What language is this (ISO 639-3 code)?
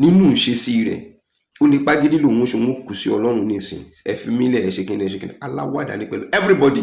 yor